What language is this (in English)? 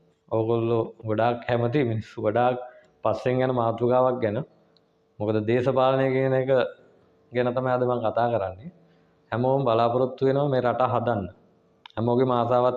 Sinhala